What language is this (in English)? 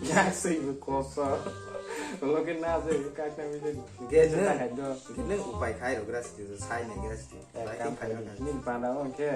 Kok Borok